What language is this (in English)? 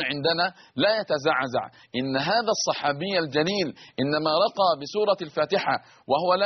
Arabic